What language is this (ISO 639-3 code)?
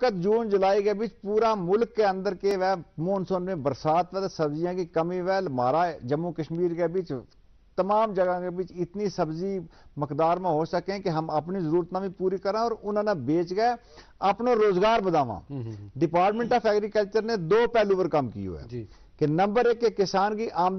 gju